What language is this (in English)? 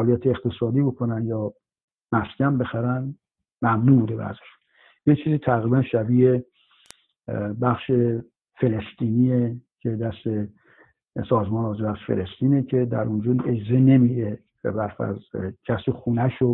Persian